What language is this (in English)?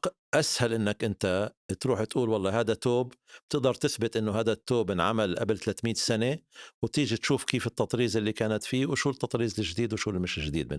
North Levantine Arabic